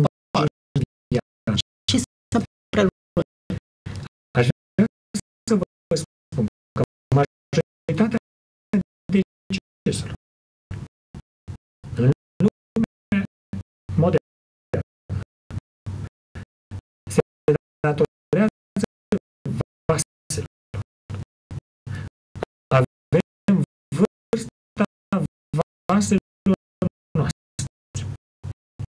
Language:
Romanian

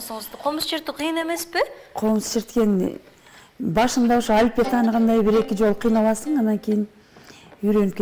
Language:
Kyrgyz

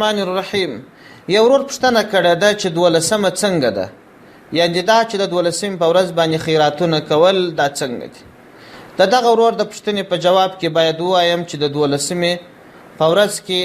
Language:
Pashto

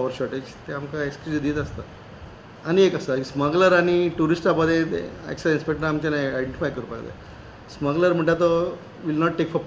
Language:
Konkani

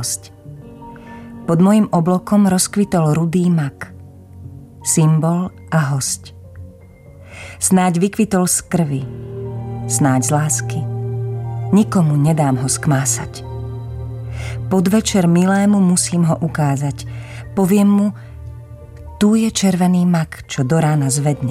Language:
Slovak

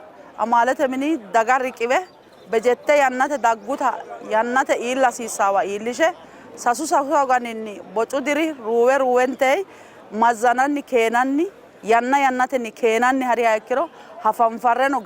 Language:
Sidamo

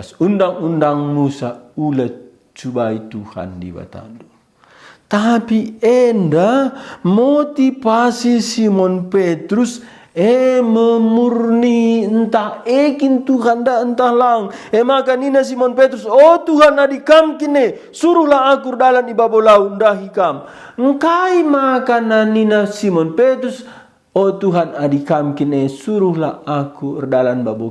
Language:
Batak Karo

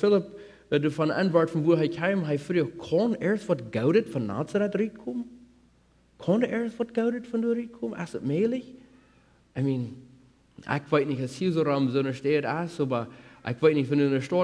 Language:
Plautdietsch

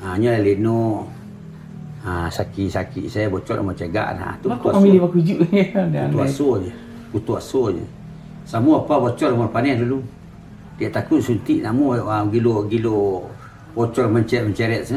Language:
Minangkabau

